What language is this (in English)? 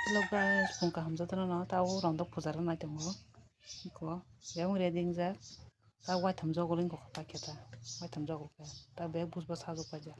Kok Borok